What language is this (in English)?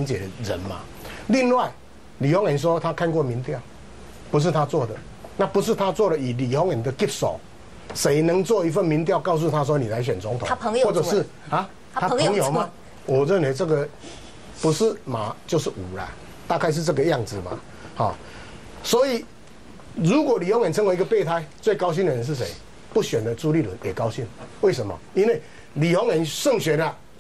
Chinese